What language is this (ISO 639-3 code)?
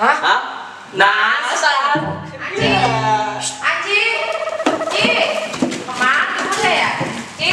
bew